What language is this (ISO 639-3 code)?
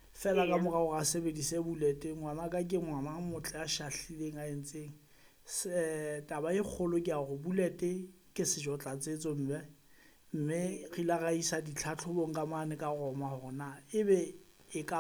sot